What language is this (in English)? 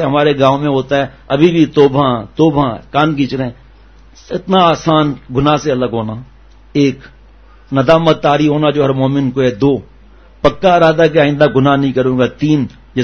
Urdu